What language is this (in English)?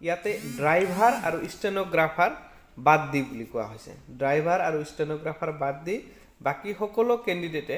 Assamese